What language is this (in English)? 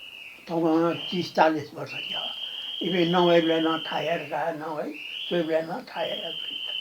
Newari